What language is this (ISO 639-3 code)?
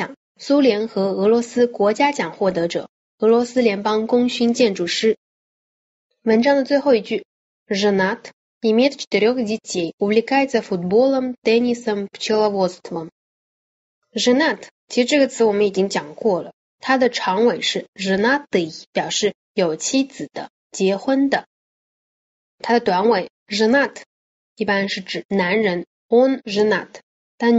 zho